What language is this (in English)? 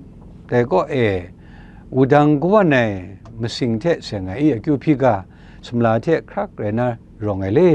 Kachin